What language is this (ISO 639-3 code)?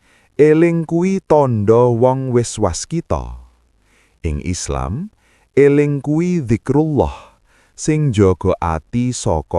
jav